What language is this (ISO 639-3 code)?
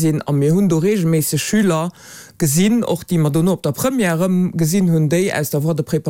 ltz